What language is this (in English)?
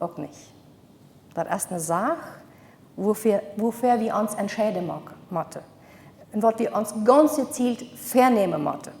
Plautdietsch